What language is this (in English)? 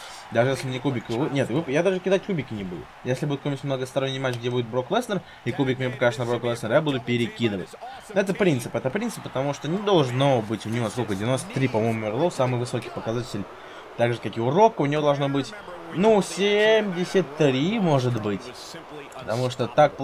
Russian